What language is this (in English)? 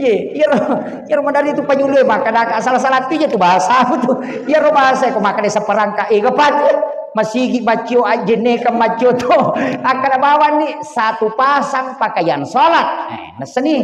Buginese